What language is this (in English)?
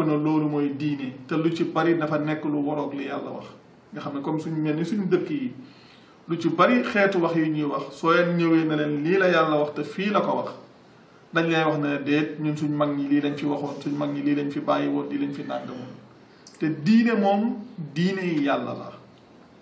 Wolof